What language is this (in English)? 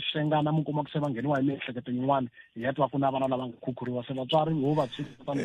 Tsonga